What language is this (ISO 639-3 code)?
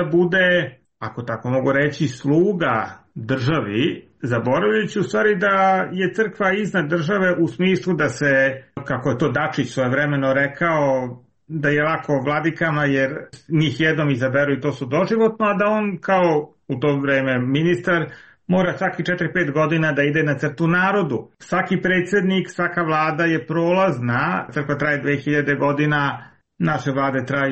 srp